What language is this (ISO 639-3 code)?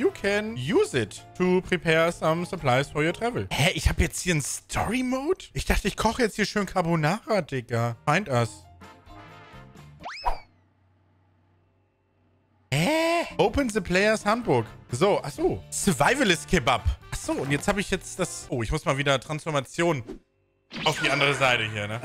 deu